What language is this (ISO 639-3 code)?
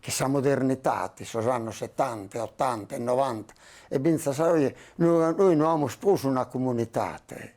srd